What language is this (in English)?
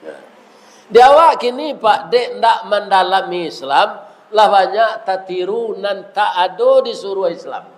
Minangkabau